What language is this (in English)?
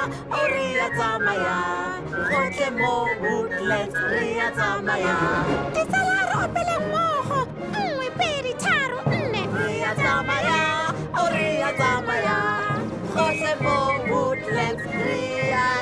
Tswana